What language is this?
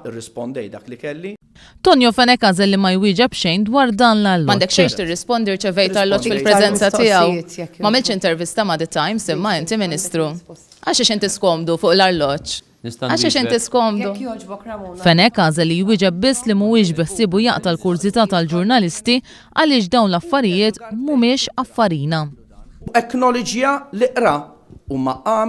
Maltese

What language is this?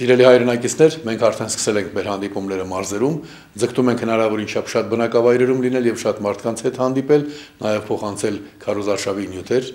Armenian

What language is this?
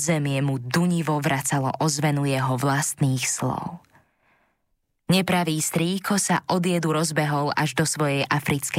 Slovak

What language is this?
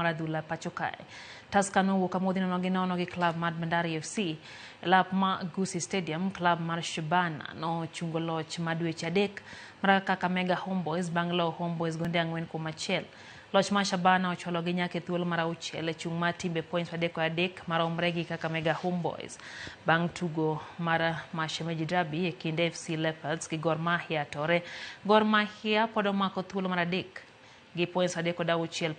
Luo (Kenya and Tanzania)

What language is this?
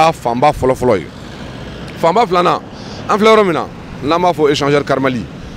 Bambara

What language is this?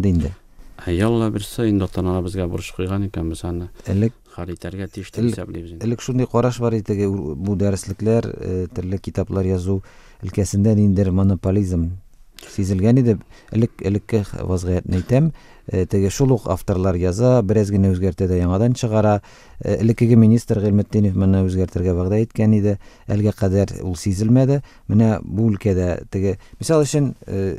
Tatar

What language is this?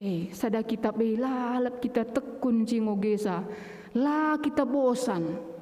Batak Karo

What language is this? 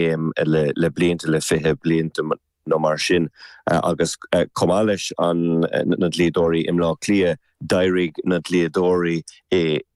Irish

